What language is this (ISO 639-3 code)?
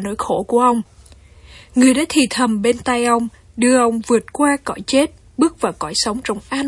vie